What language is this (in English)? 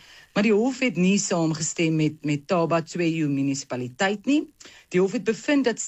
Afrikaans